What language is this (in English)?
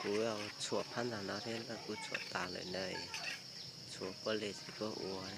Hmong